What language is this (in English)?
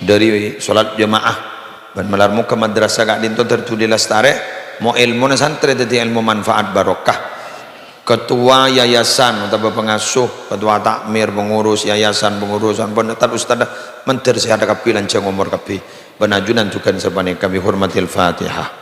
Madurese